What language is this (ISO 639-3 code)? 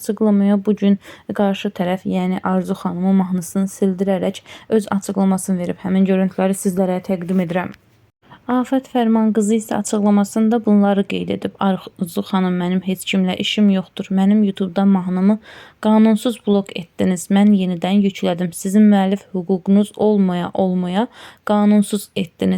aze